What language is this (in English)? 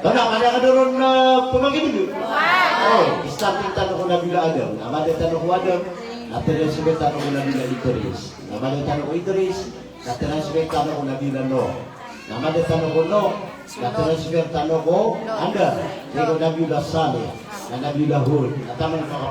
Maranao